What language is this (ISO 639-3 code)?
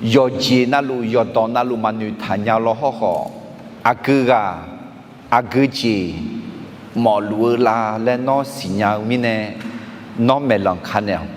ahk